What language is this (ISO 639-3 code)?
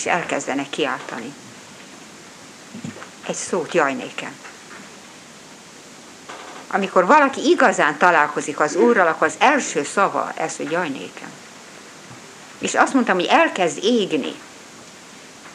hun